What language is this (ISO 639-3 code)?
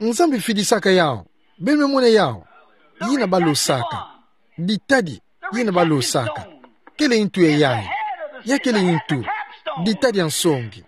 ktu